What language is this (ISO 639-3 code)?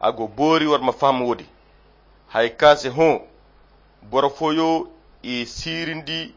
khq